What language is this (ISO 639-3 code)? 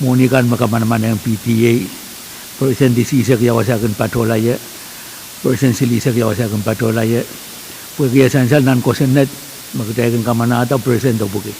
pon